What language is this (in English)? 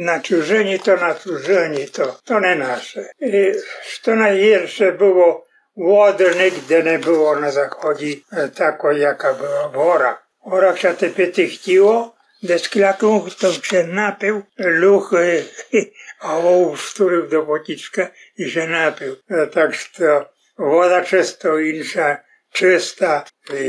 Rusyn